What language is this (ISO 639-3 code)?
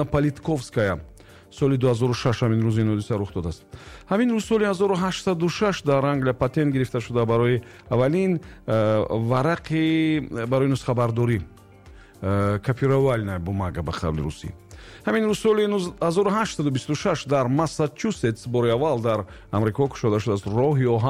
tgk